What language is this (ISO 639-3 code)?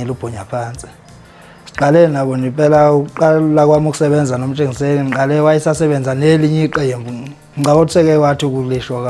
zul